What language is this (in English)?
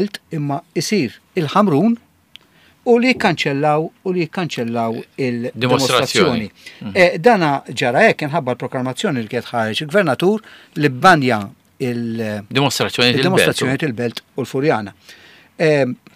Maltese